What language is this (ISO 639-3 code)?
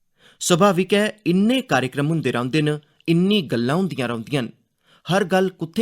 doi